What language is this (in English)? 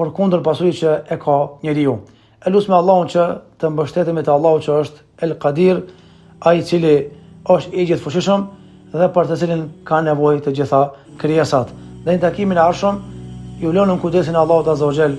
Albanian